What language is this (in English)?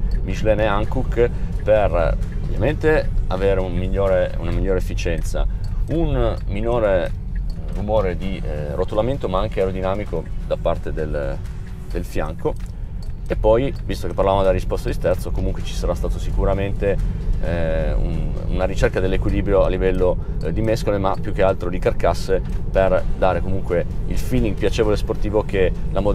Italian